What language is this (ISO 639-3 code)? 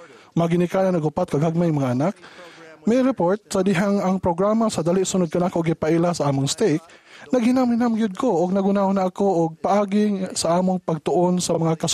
ceb